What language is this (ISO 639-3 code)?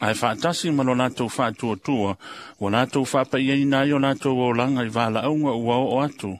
smo